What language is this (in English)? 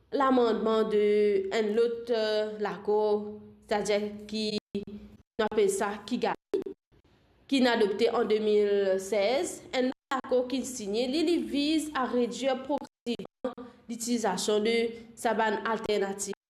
Morisyen